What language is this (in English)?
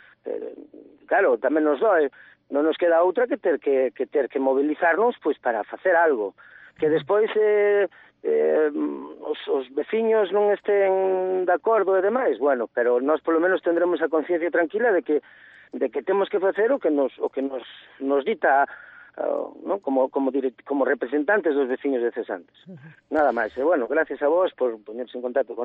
Galician